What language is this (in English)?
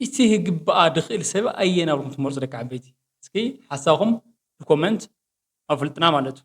Tigrinya